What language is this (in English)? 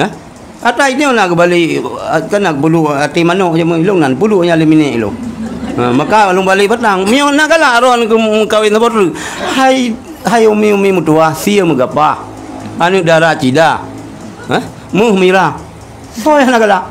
Achinese